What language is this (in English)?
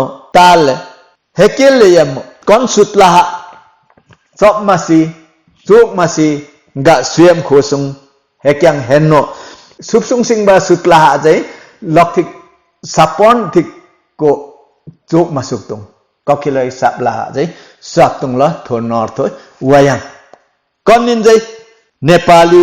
Limbu